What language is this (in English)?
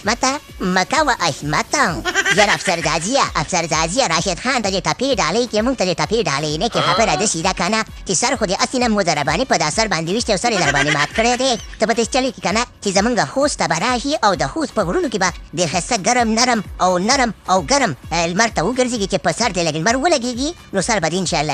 Pashto